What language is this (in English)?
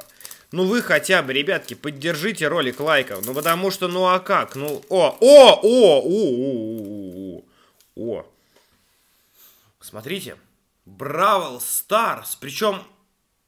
Russian